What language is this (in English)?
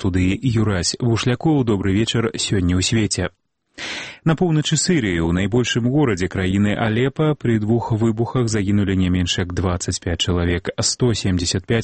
Belarusian